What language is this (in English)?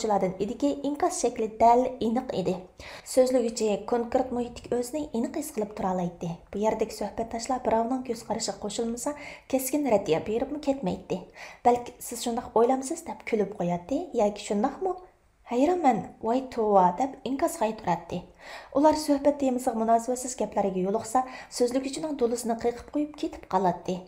Uyghur